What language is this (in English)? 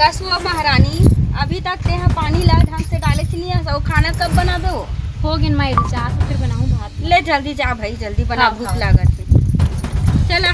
Chhattisgarhi